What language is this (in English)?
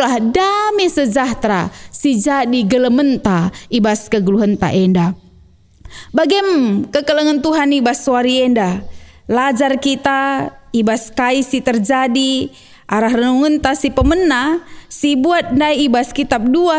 Batak Karo